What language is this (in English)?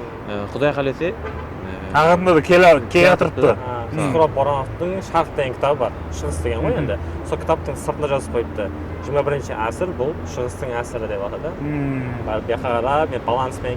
Kara-Kalpak